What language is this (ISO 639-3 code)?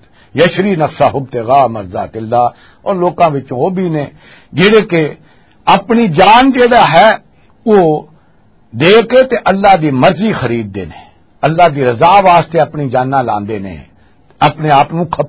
lah